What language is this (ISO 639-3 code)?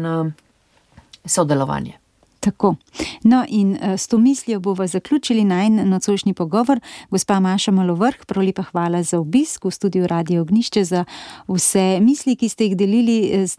slv